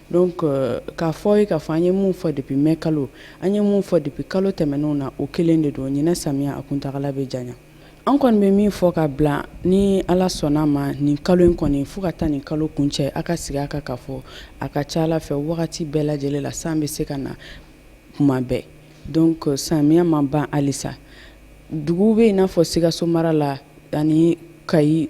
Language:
Bambara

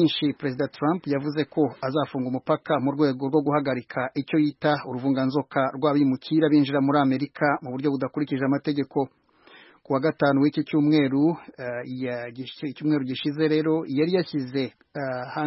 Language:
Kinyarwanda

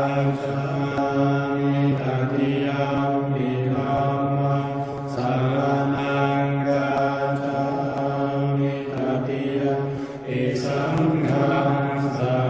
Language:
Pali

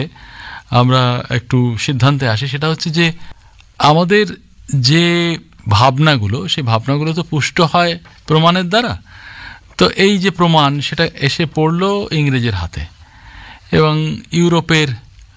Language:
Bangla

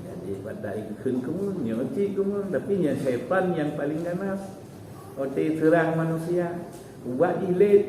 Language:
Achinese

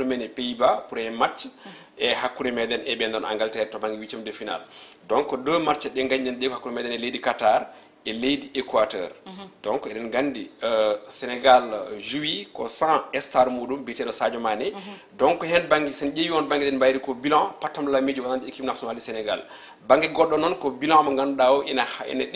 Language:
Fula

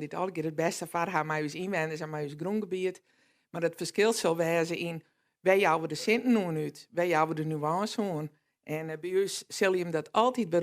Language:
Western Frisian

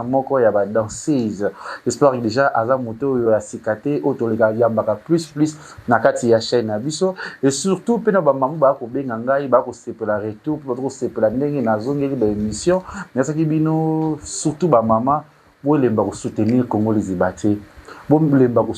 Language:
Lingala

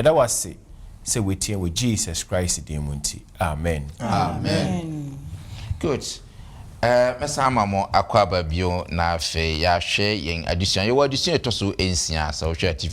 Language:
Akan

